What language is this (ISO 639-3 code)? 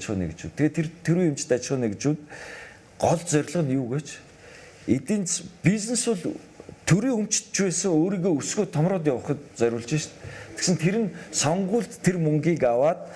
mon